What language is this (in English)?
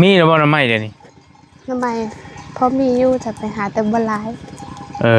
Lao